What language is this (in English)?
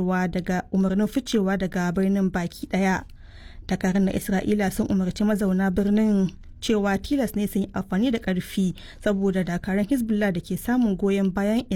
Hausa